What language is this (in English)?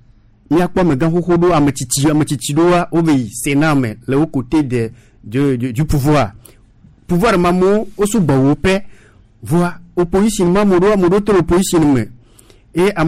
Gen